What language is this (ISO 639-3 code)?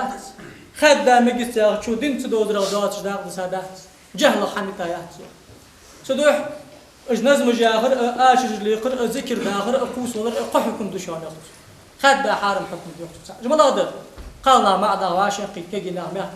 inh